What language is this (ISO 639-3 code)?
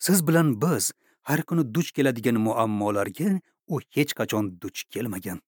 uzb